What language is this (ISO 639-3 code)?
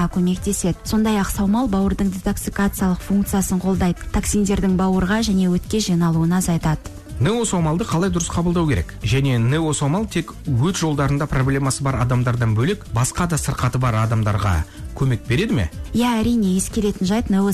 kaz